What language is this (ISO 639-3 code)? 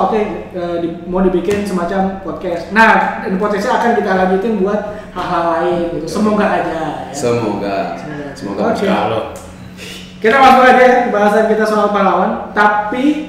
ind